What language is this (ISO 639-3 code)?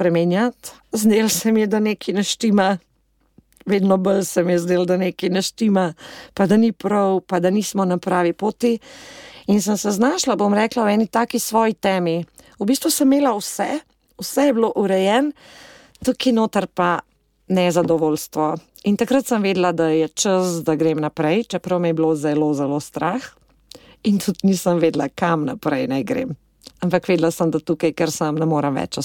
slv